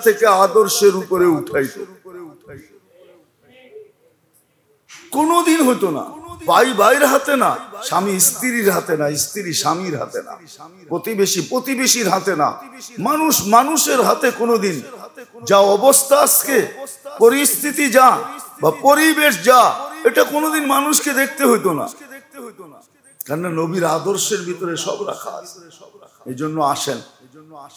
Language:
Bangla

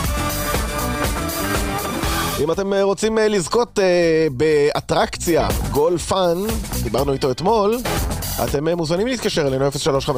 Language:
Hebrew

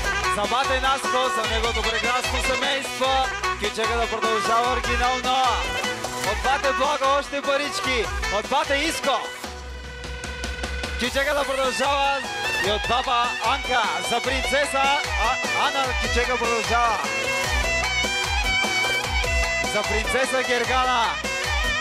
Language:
Bulgarian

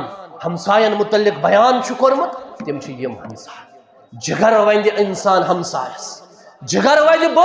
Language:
Kashmiri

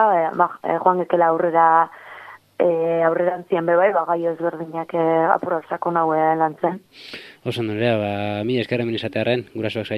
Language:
Basque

